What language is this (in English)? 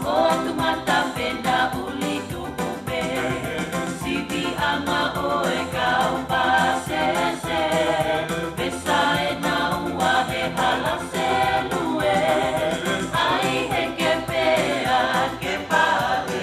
Tongan